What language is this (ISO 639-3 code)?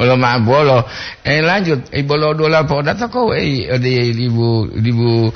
gor